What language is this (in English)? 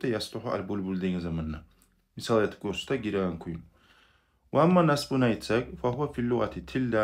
Kumyk